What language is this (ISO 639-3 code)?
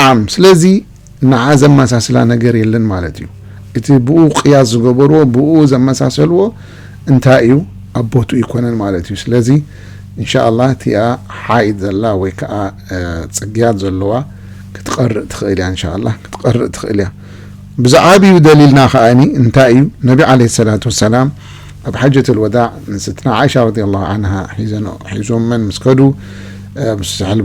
tir